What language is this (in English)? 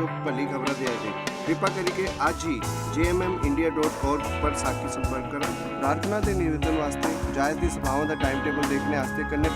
Dogri